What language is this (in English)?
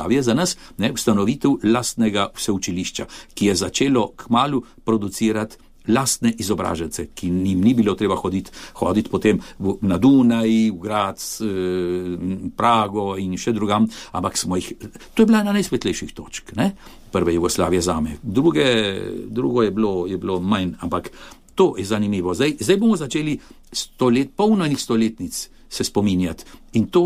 Slovenian